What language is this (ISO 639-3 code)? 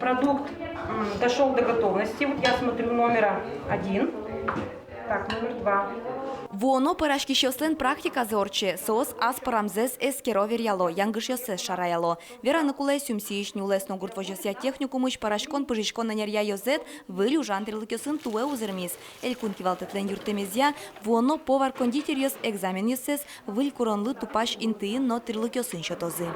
udm